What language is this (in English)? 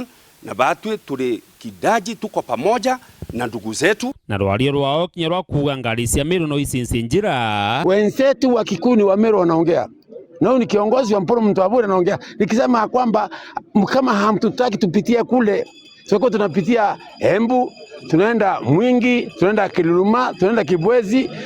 Meru